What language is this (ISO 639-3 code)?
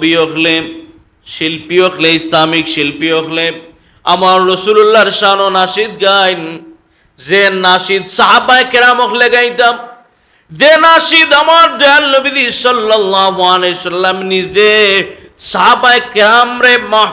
syl